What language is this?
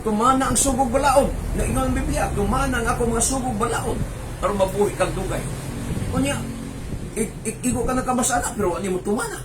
Cebuano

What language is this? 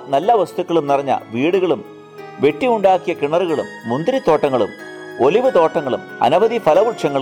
Malayalam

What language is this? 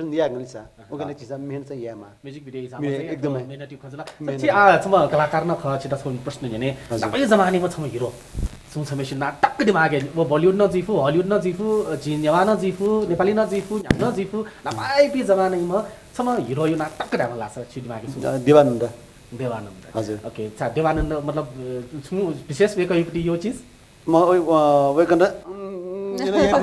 Newari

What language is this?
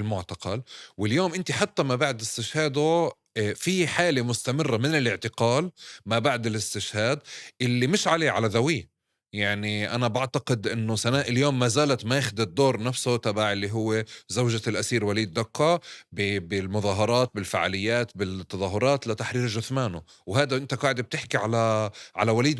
North Levantine Arabic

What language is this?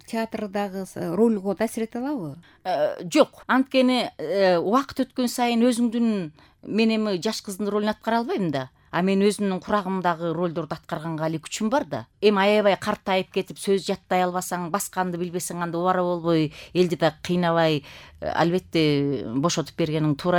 Kyrgyz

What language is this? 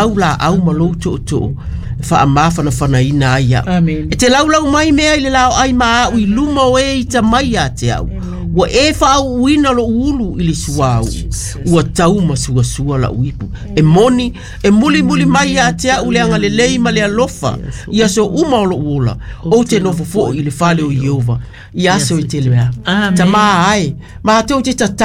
Samoan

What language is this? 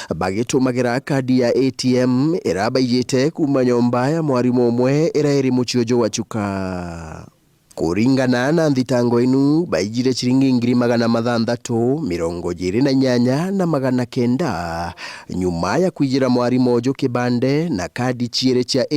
Meru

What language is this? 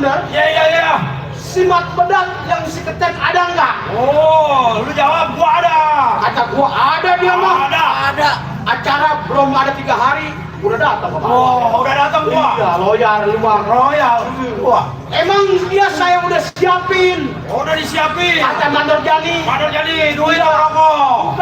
Betawi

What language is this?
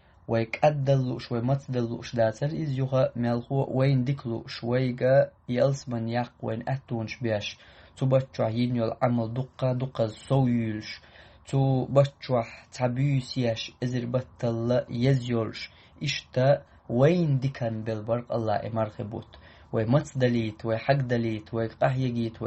Chechen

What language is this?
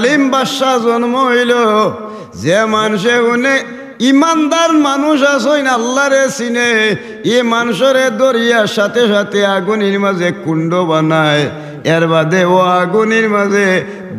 Sylheti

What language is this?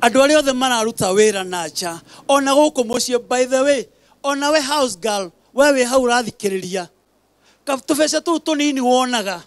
Kikuyu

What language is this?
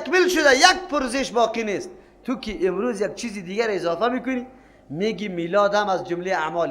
Persian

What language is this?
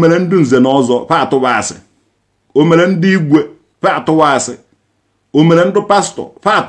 Igbo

